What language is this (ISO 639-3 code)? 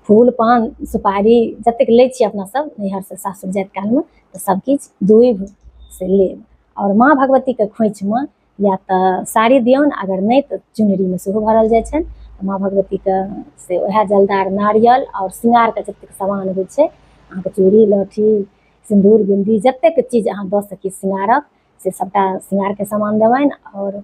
mai